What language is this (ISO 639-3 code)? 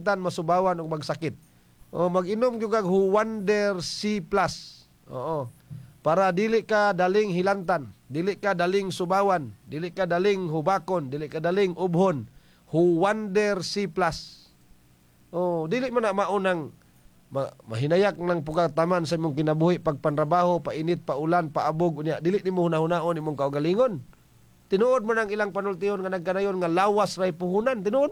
ceb